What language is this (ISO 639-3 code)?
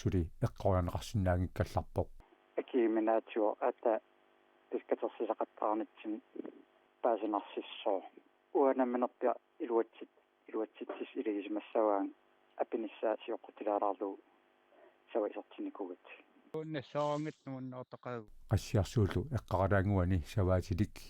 kal